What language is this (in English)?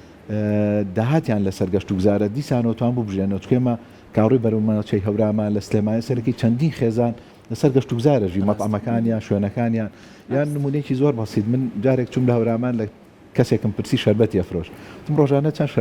Central Kurdish